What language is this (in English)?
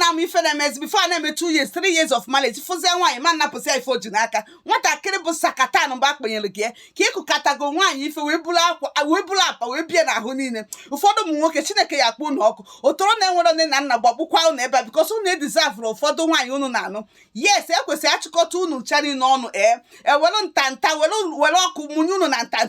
Igbo